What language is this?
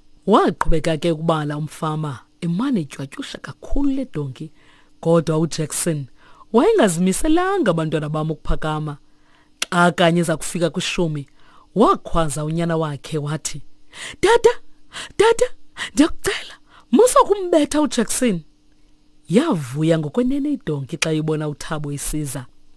Xhosa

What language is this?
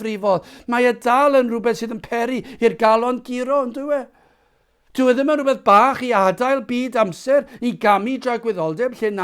Welsh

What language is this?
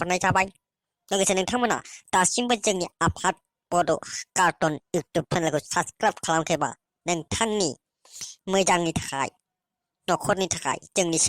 Bodo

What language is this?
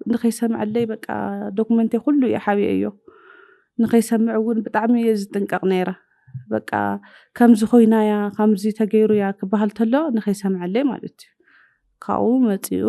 Tigrinya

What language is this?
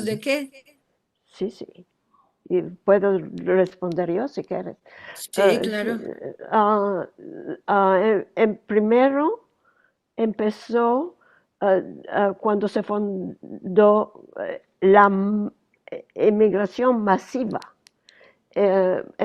Ladino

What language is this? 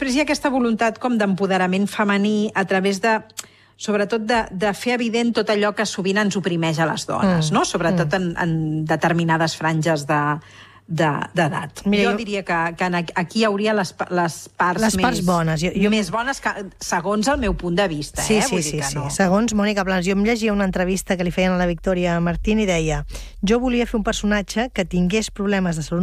Catalan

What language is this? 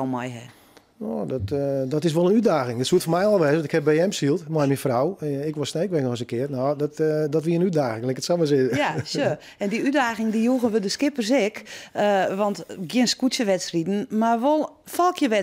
Western Frisian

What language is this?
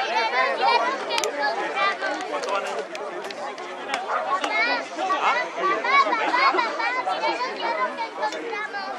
Spanish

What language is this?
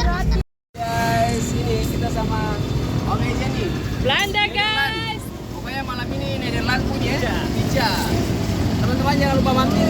Ambonese Malay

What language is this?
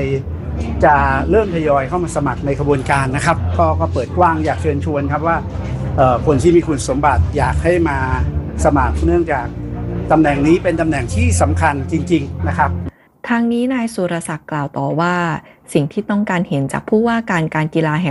Thai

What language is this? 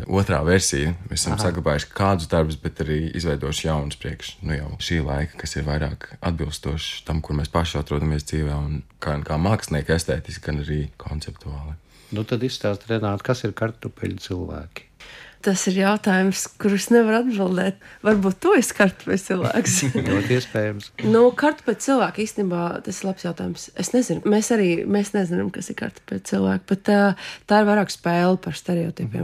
Latvian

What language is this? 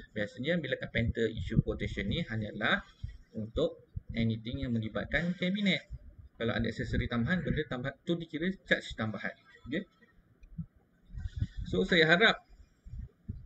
Malay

